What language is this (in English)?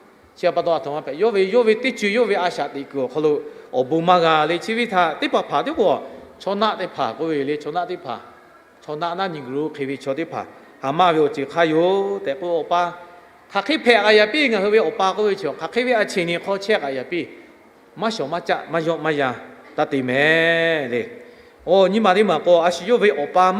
Lahu